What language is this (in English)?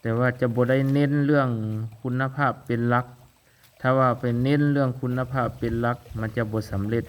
Lao